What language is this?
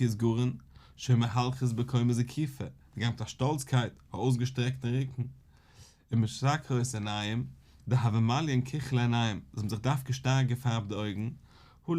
Yiddish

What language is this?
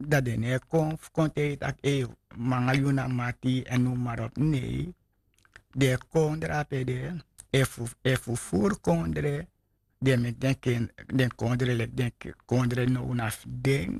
Sranan Tongo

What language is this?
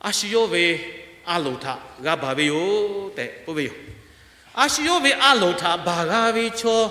Lahu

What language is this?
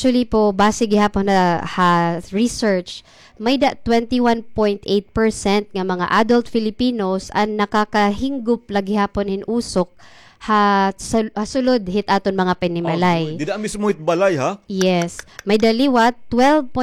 Waray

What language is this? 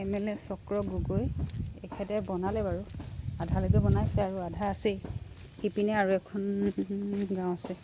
Assamese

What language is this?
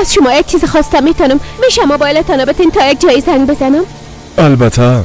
Persian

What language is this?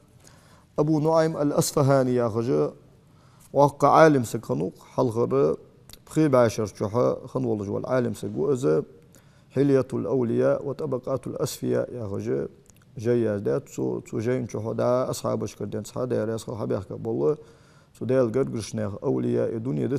Ingush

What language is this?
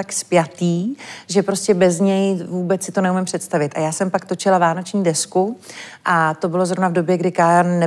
Czech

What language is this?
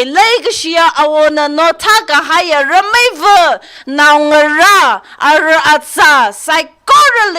Tangkhul Naga (India)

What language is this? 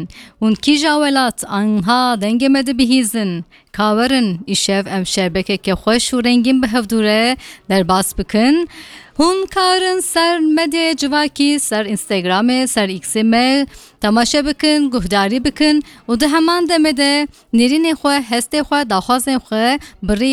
Kurdish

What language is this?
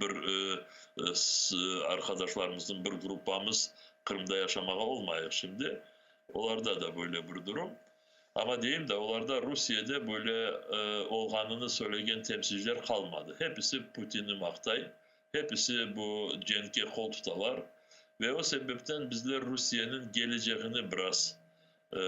Crimean Tatar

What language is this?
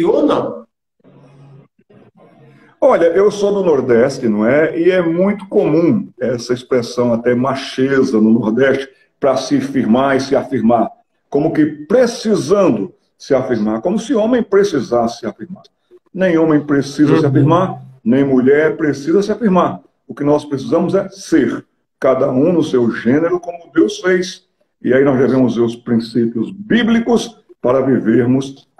Portuguese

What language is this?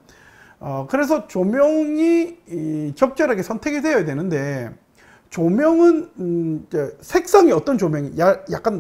Korean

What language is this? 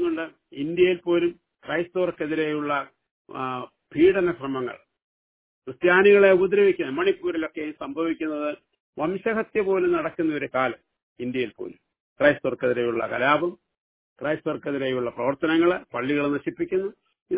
Malayalam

